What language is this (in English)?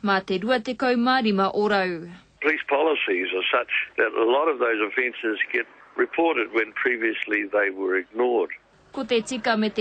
Māori